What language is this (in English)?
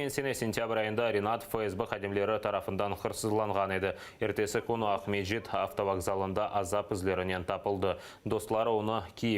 Crimean Tatar